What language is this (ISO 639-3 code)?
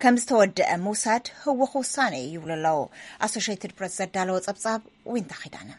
tir